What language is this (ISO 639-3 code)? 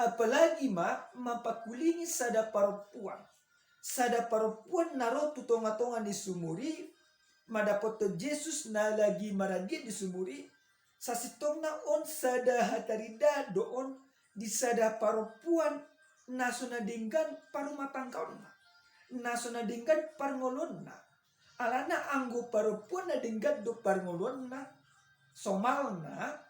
bbc